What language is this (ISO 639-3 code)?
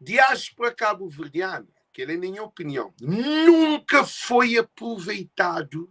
kea